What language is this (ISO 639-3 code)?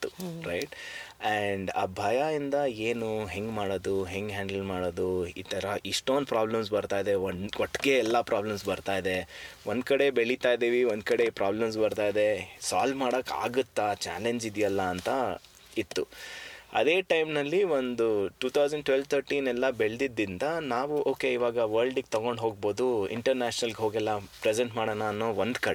kan